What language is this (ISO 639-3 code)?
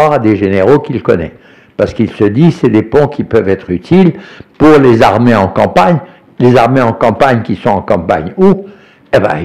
fra